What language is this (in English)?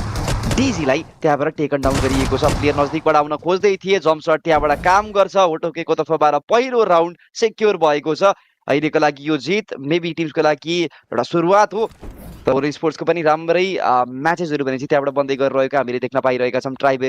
Nepali